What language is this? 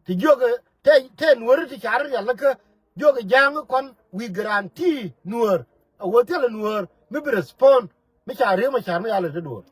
Nuer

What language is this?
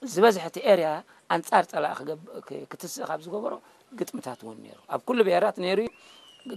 Tigrinya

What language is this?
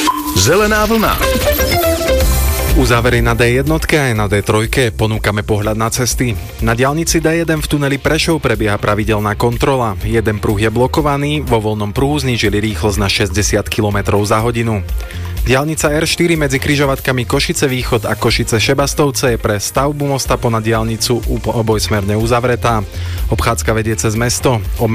Slovak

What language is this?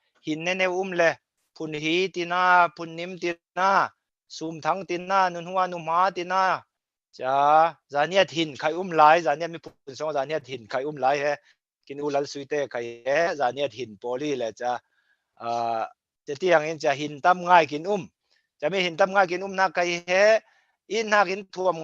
Falam Chin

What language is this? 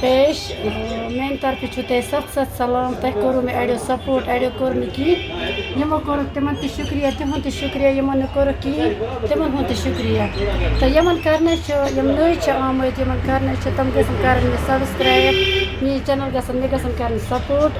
Kashmiri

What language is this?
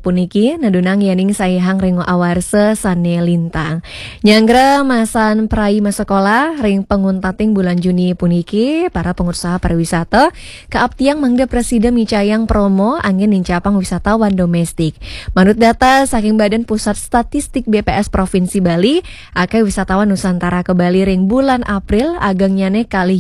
Balinese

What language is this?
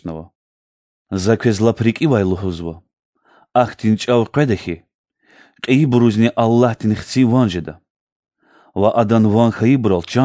Lezghian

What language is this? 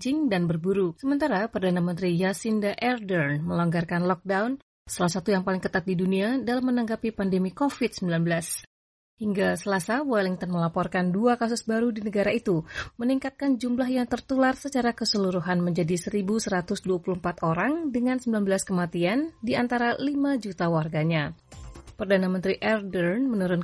Indonesian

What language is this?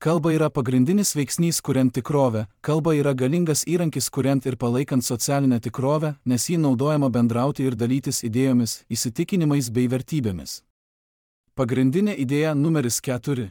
Lithuanian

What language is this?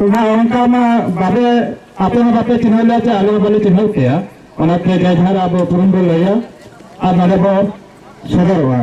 Santali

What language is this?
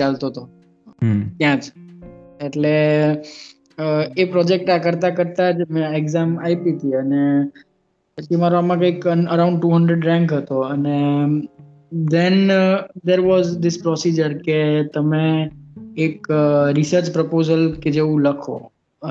Gujarati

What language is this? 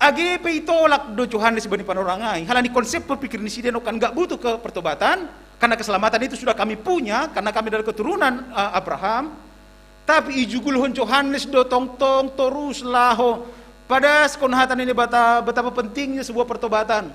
Batak Simalungun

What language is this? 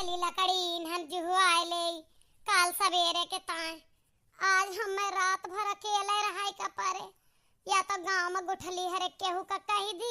Awadhi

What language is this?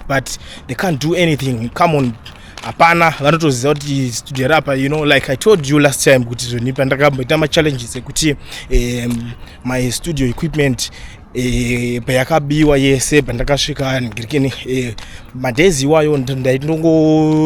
Shona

